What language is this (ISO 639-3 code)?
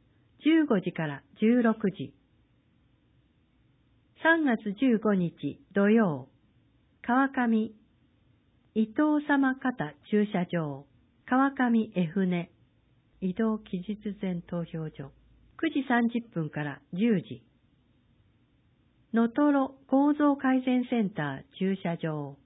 jpn